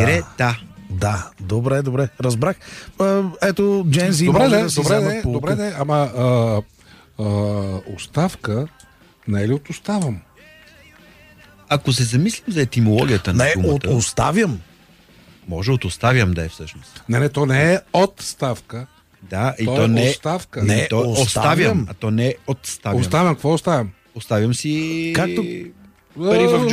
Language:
Bulgarian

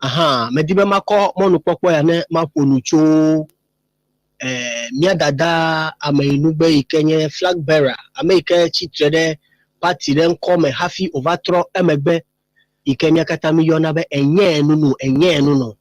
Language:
Ewe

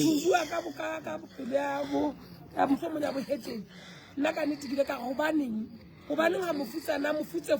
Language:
Southern Sotho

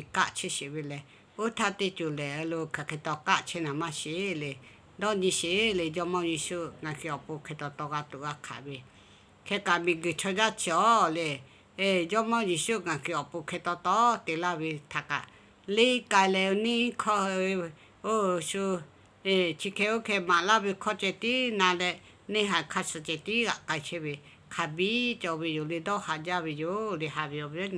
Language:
Lahu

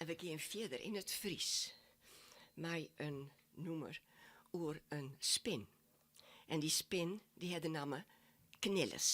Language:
Western Frisian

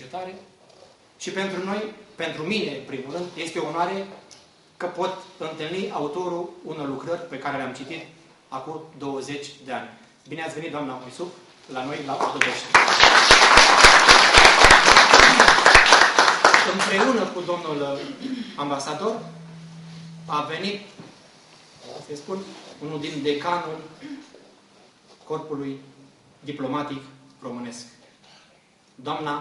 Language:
Romanian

